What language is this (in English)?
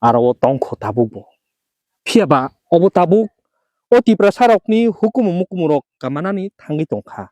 Kok Borok